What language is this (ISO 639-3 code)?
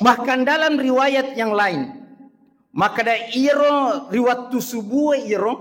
bug